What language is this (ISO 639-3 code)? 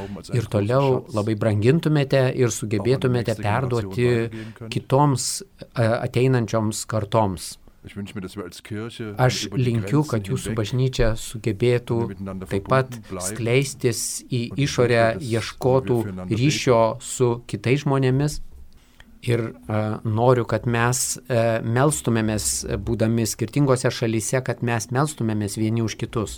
lit